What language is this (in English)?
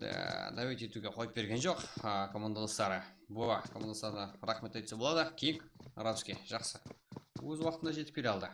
Kara-Kalpak